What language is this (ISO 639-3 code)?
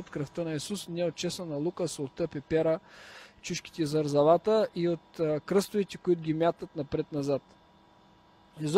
bul